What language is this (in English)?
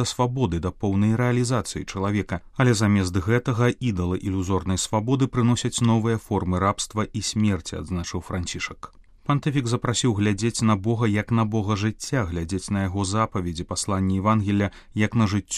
Belarusian